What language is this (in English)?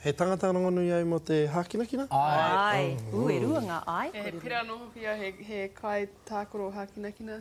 Māori